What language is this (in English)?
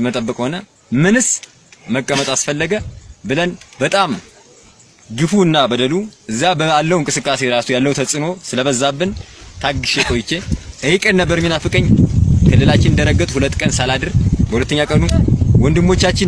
Amharic